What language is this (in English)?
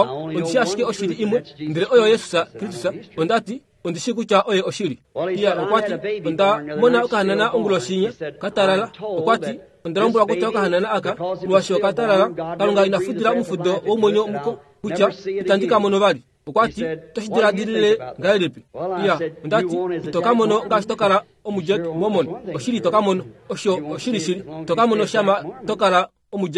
Kuanyama